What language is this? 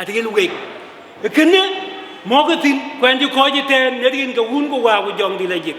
Dinka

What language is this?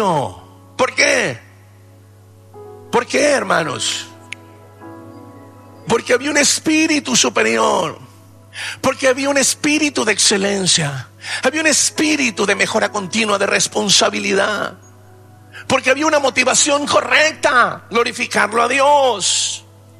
Spanish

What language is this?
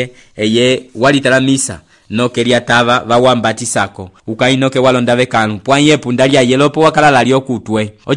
Umbundu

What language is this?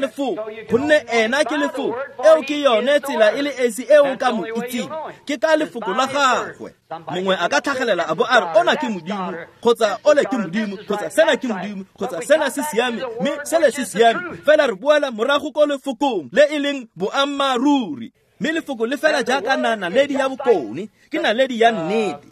Tswana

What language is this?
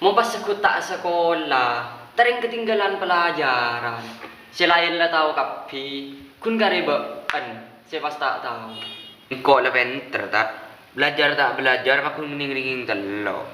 Madurese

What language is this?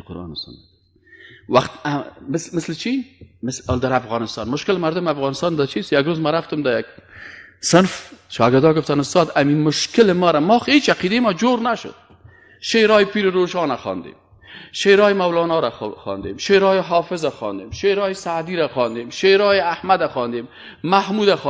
Persian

